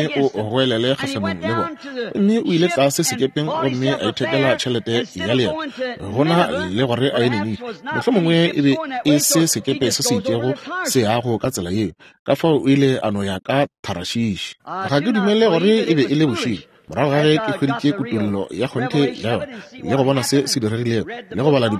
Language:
Northern Sotho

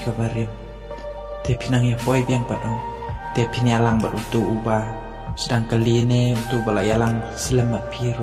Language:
Khasi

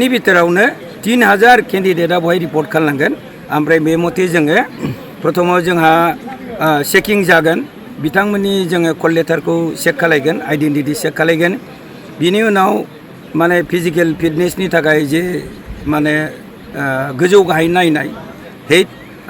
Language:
Bodo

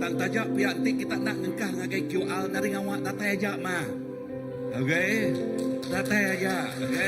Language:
Iban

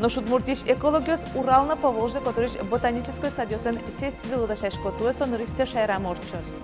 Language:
Udmurt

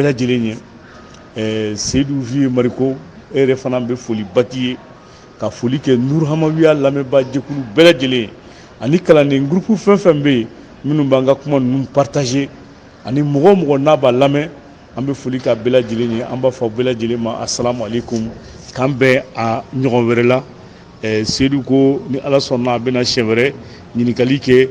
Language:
Bambara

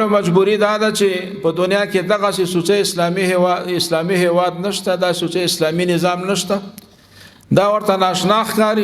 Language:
Pashto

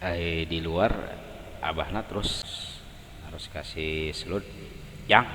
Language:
Sundanese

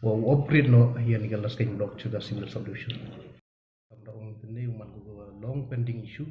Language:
Pnar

